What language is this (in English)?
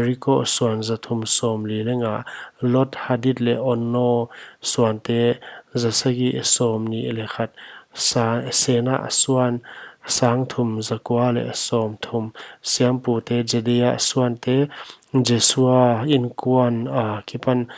Paite Chin